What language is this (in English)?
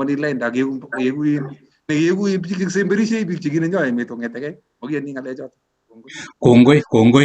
Kalenjin